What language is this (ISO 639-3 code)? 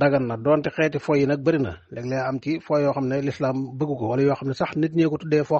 wol